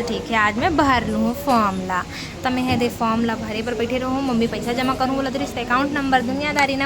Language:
Chhattisgarhi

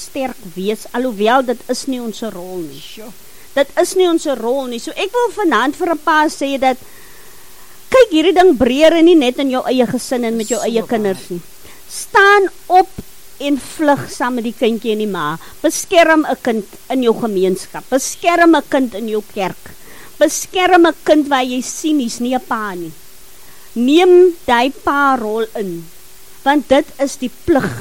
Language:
Afrikaans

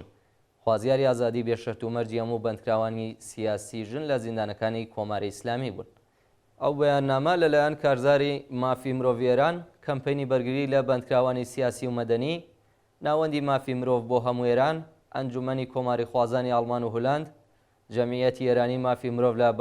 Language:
Central Kurdish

